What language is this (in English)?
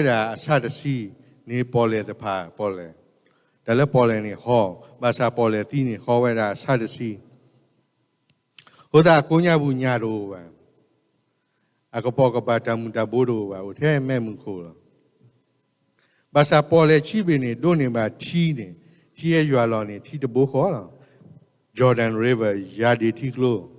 S'gaw Karen